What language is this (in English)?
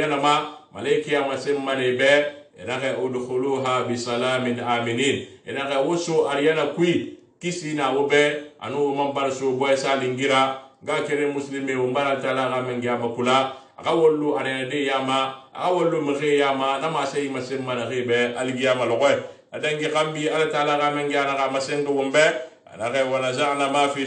Susu